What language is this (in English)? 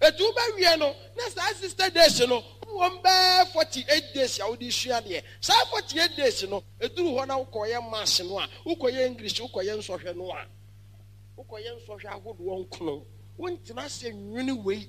Akan